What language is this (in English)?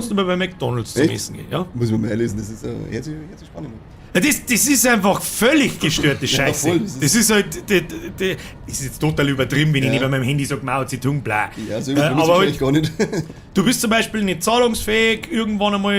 Bavarian